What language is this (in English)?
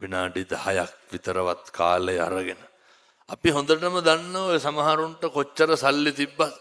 Sinhala